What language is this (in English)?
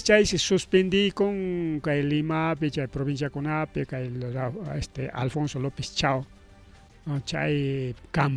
Ayacucho Quechua